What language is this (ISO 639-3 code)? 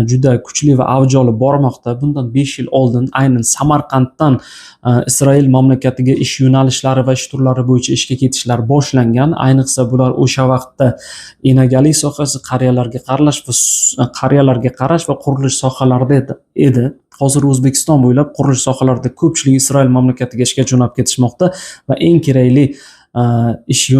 uzb